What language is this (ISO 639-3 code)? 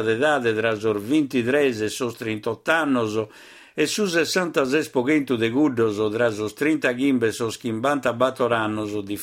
srd